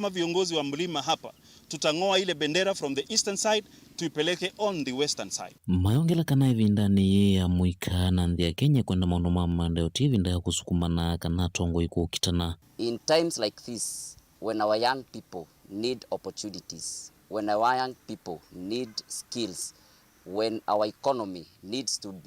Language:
Kamba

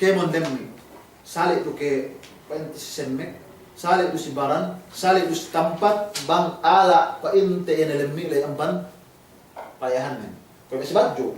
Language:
Yakan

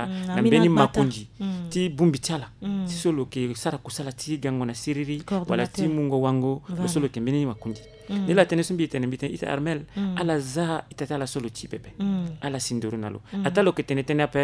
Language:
Sango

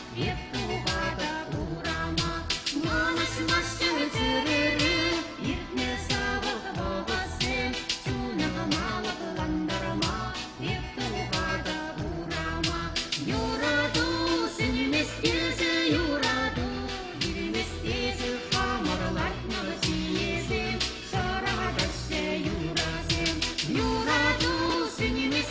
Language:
Chuvash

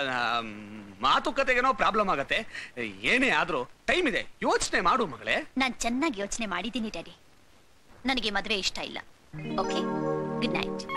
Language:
Kannada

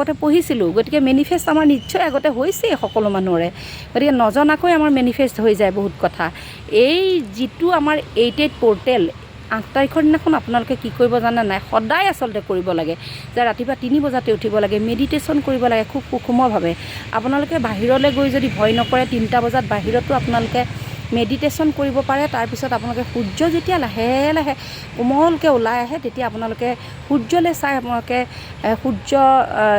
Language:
Assamese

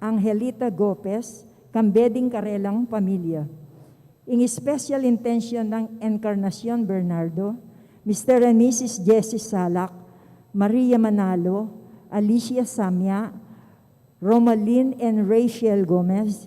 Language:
Pampanga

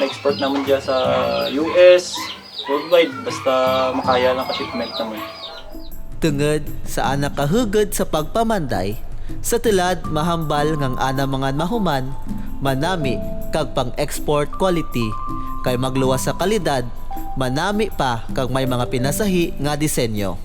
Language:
Kinaray-a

